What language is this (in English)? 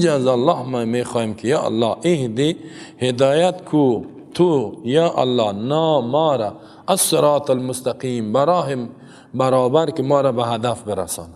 Persian